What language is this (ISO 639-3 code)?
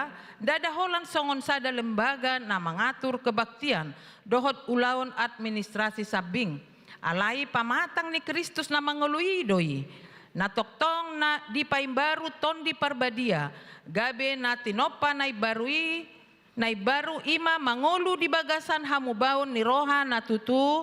bbc